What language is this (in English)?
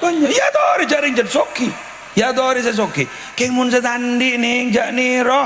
Madurese